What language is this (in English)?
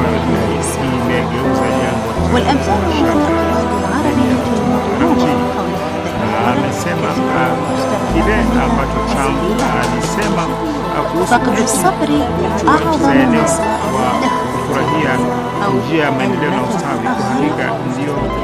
Swahili